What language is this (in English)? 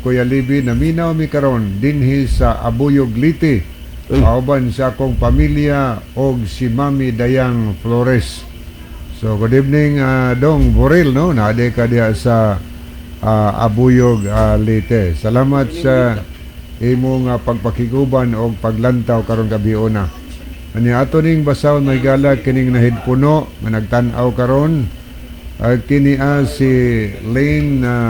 Cebuano